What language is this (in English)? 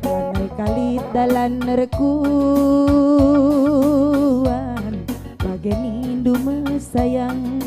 Batak Karo